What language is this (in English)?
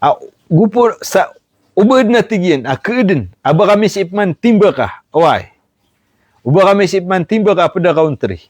Maranao